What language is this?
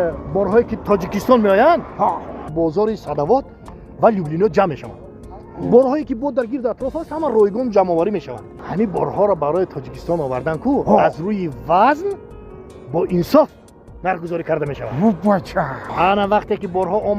Tajik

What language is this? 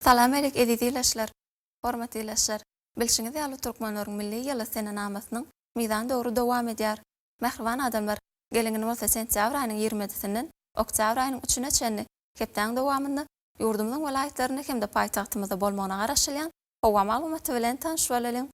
Turkmen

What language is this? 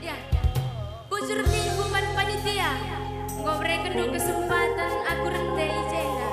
Batak Karo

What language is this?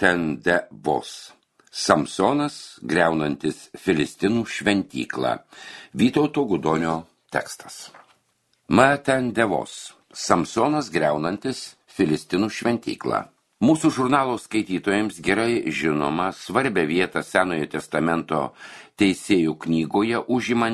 Lithuanian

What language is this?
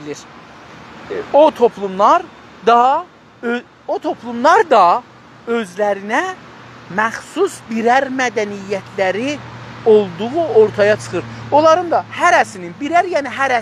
South Azerbaijani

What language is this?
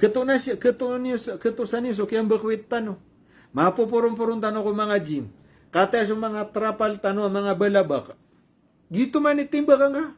Maranao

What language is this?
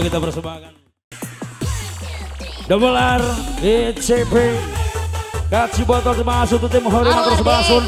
Indonesian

